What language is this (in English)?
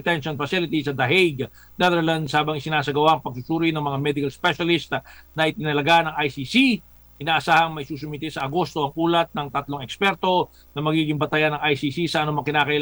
Filipino